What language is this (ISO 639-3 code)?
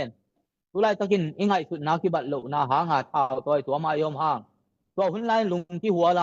ctd